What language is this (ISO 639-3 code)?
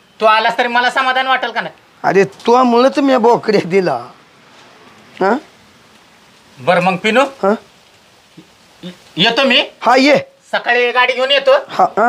mar